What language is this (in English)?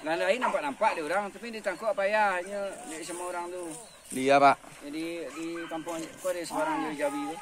Minangkabau